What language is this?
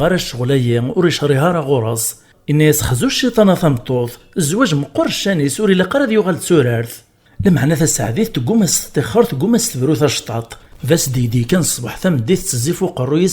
Kabyle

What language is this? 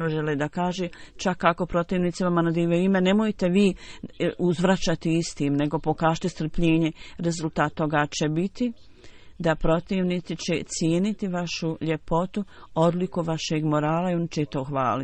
Bosnian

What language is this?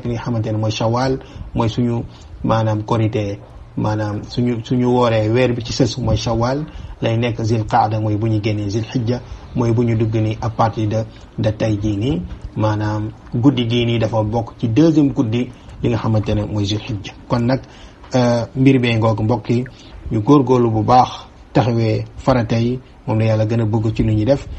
Wolof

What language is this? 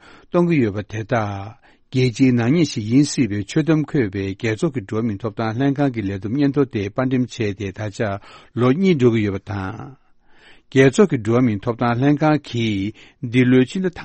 Tibetan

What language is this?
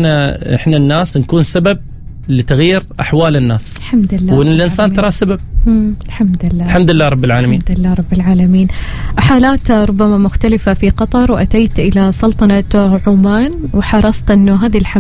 Arabic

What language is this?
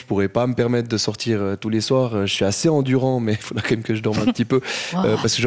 French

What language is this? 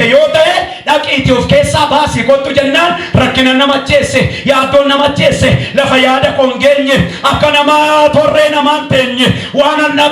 Oromo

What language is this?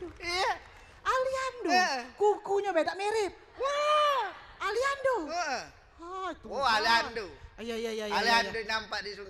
Musi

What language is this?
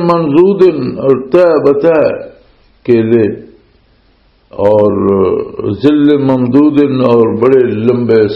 Western Panjabi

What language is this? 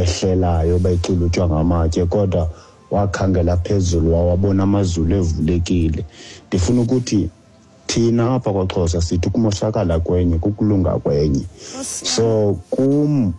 Xhosa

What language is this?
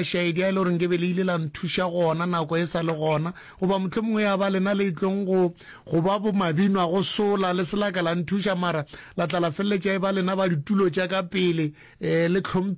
Northern Sotho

